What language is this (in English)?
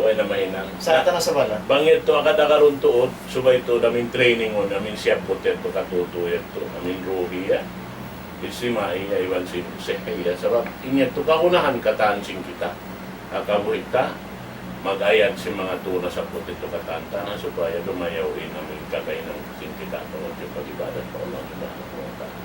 Tausug